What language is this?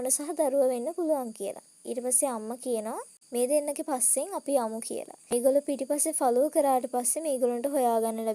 Sinhala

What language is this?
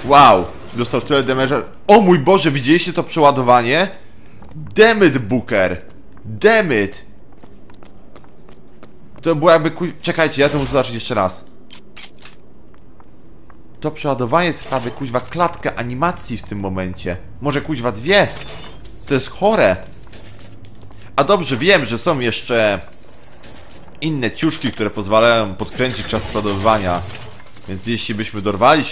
Polish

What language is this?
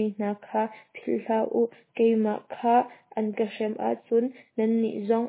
Hakha Chin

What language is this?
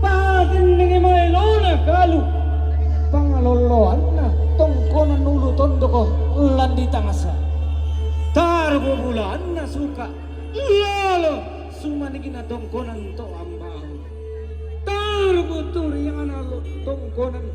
Toraja-Sa'dan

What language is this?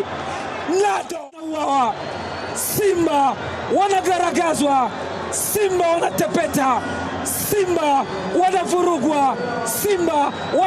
Swahili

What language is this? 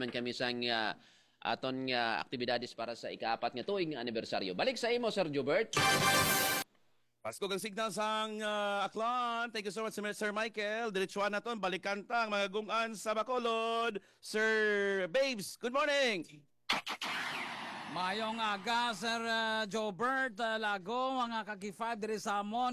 Hiligaynon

